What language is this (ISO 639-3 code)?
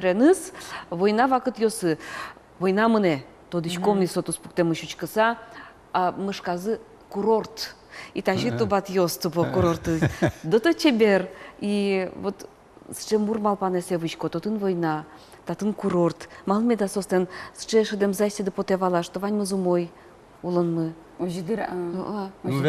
udm